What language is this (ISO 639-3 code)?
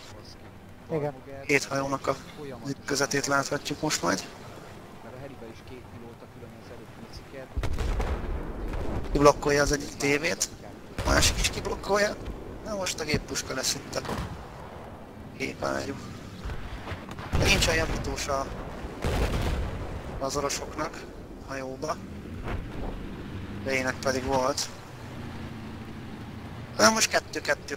hun